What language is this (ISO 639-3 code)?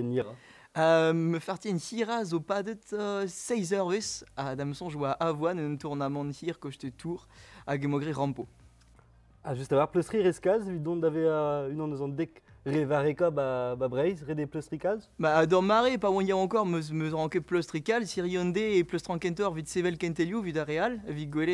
bre